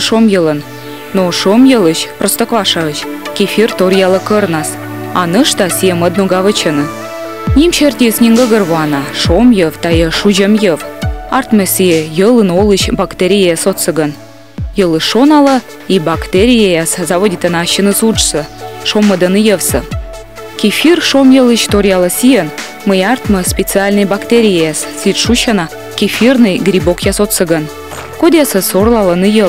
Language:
Komi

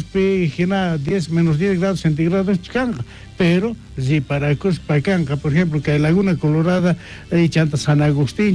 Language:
South Bolivian Quechua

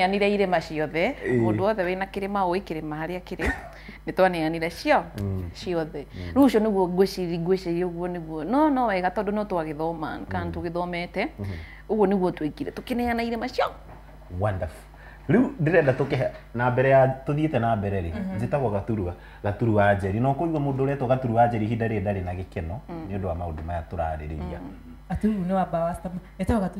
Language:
Kikuyu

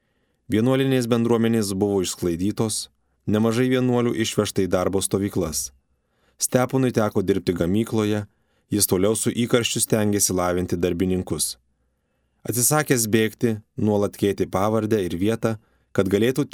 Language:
Lithuanian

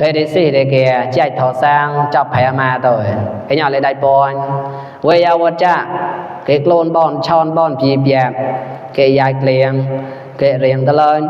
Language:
Mon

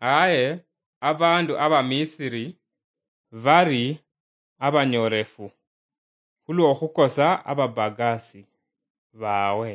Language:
Luyia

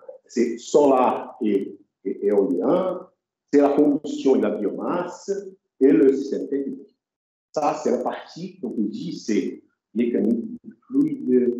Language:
French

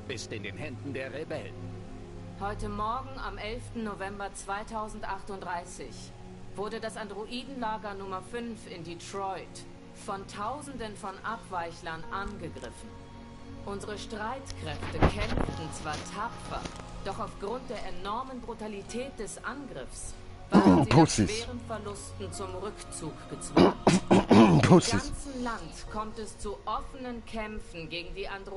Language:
Swiss German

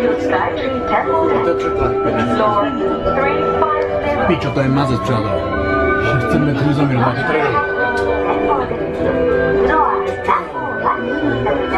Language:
Czech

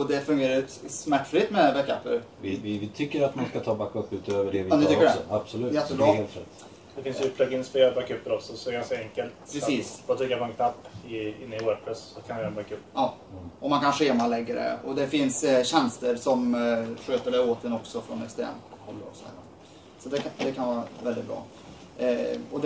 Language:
Swedish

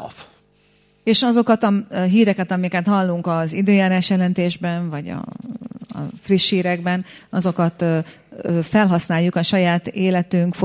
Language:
Hungarian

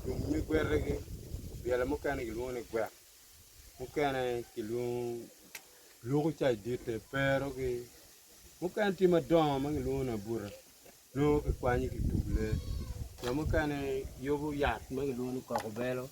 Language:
Acoli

